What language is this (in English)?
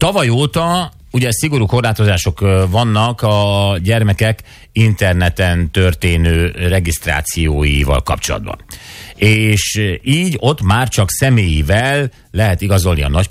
Hungarian